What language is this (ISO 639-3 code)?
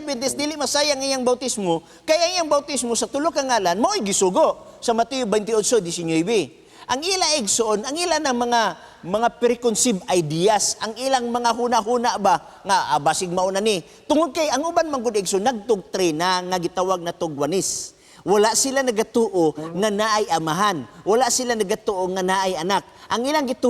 ceb